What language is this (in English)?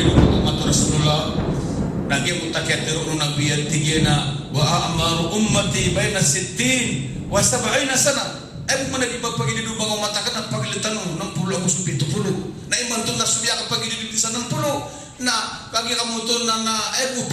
Maranao